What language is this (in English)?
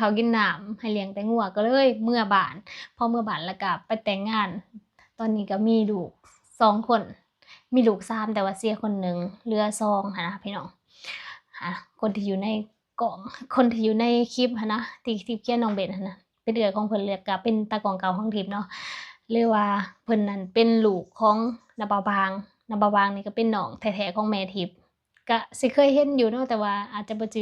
Lao